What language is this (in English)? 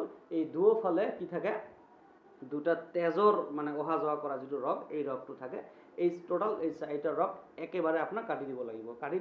Assamese